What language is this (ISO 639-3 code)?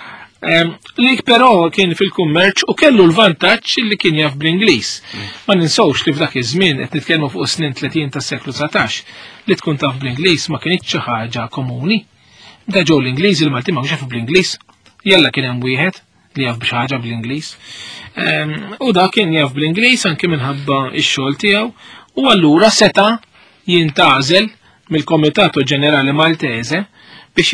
mlt